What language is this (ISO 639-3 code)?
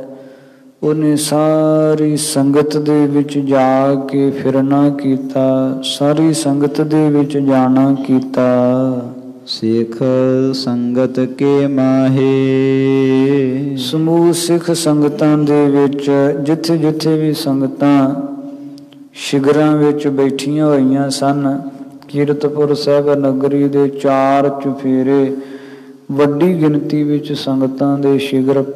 pan